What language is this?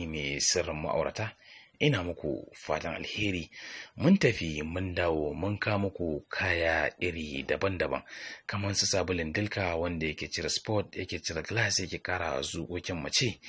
Hausa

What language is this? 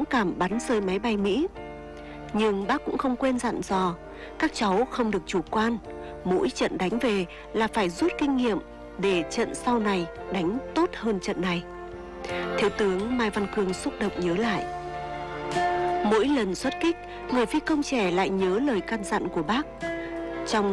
Vietnamese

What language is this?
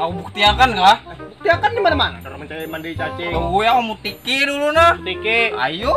Banjar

